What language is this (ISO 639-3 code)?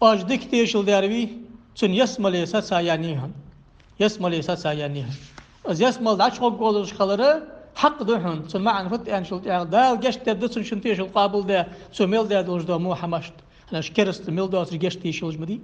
inh